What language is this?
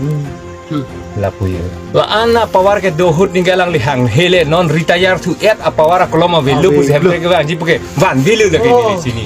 Karbi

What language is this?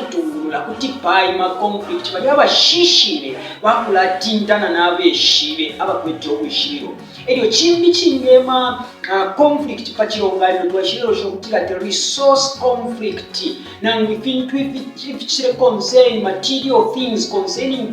Bemba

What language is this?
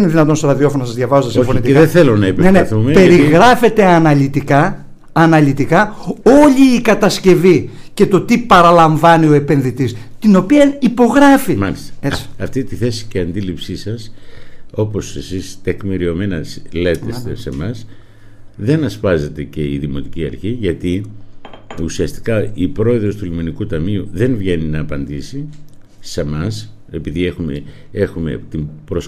Greek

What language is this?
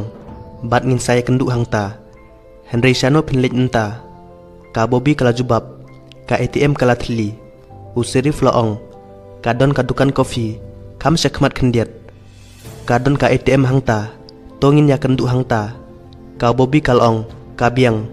Khasi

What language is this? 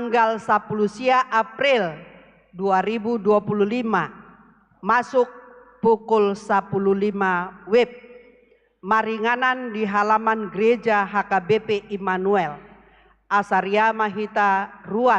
Batak Toba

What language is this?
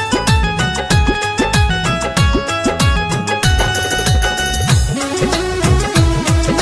Bhojpuri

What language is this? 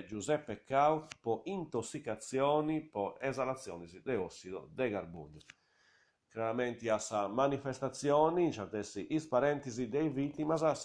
Sardinian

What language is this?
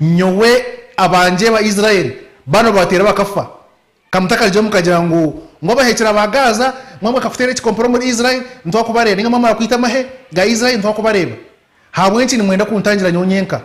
Nyankole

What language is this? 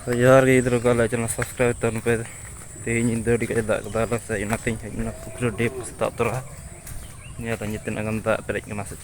Santali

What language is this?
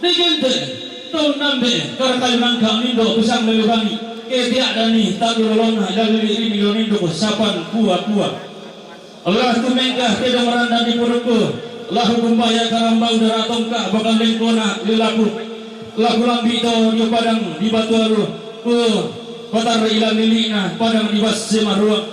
Toraja-Sa'dan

